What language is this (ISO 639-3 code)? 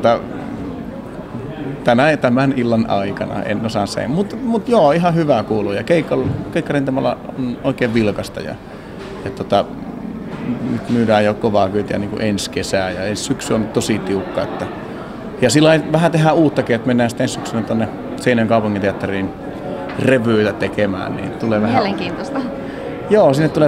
fin